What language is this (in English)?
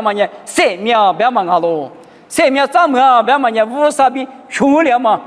Lisu